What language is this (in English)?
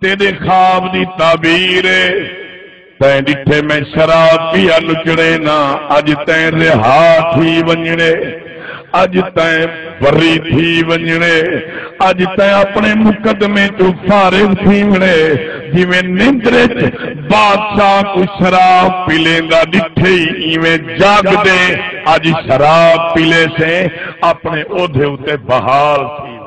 Saraiki